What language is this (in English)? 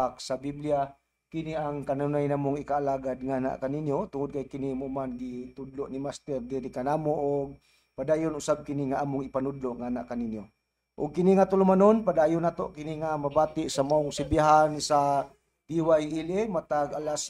Cebuano